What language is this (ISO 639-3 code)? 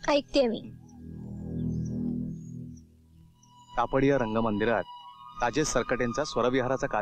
mar